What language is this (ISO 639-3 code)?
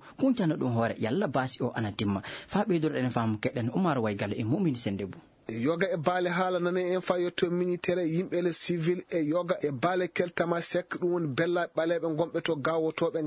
ffm